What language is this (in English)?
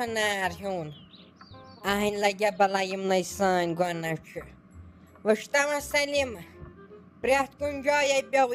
Kashmiri